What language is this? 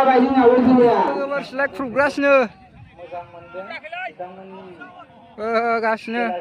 Bodo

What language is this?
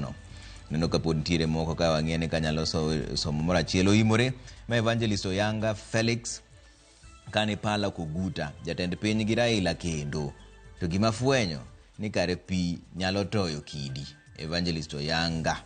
Luo (Kenya and Tanzania)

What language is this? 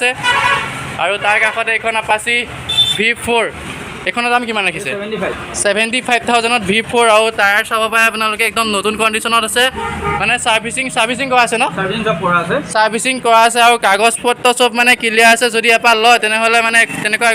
Assamese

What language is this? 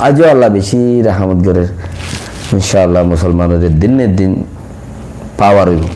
Rohingya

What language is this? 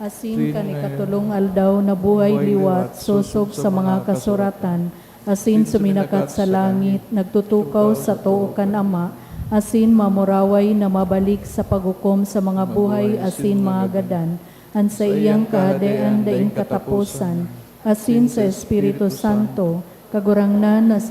Bikol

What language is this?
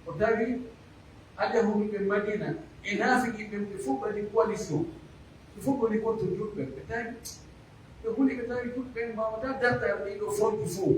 Pular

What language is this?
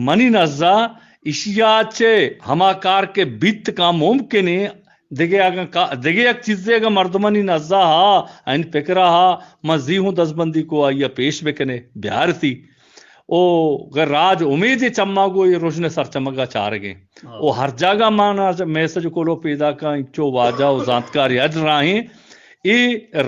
Eastern Balochi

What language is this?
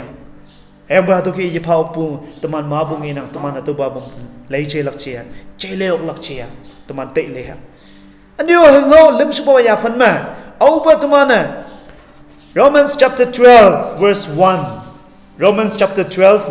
Konyak Naga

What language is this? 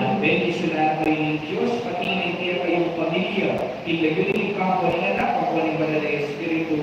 Pampanga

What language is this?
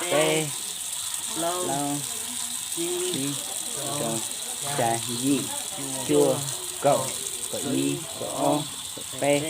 Hmong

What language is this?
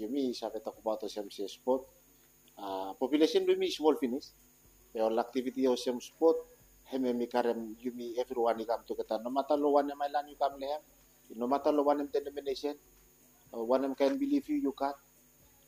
Bislama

